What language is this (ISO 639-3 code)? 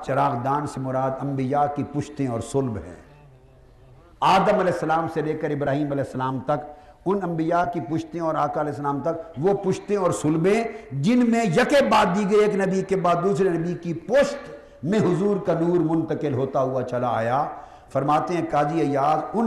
urd